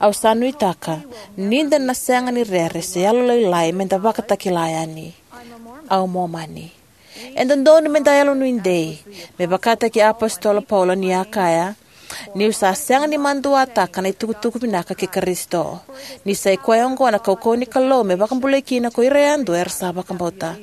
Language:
Fijian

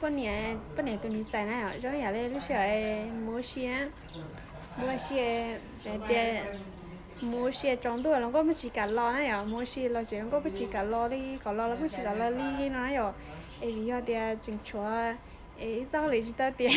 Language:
Hmong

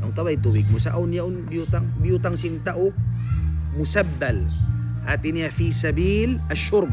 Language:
Tausug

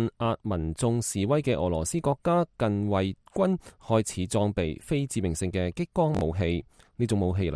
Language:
Cantonese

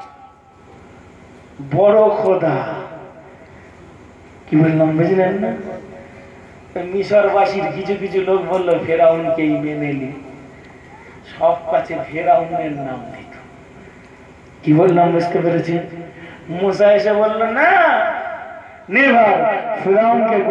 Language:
Bangla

